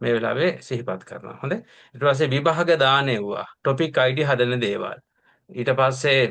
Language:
Sinhala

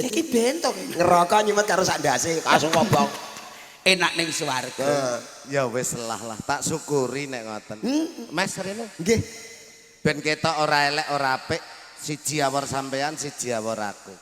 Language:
Javanese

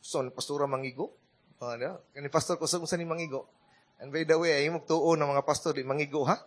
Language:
Cebuano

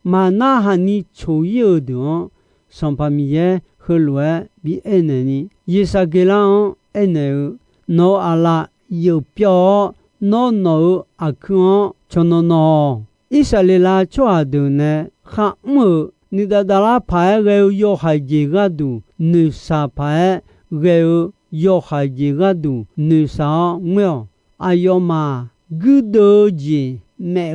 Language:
Akha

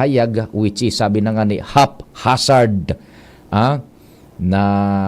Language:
Bikol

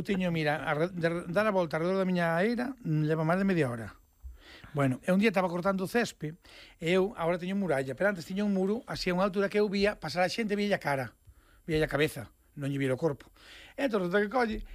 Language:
Galician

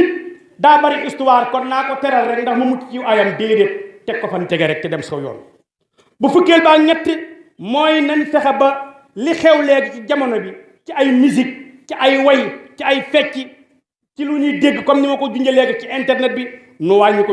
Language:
Wolof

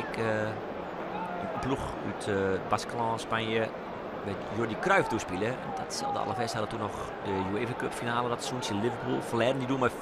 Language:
Western Frisian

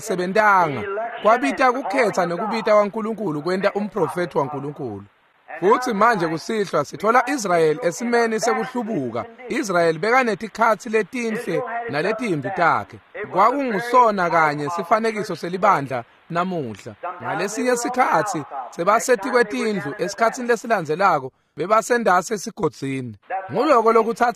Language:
Swati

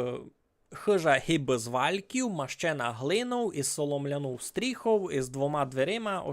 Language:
Rusyn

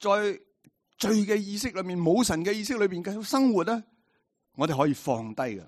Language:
Cantonese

